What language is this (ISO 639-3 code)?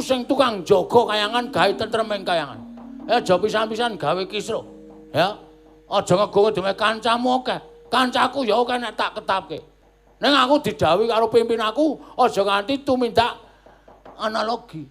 jav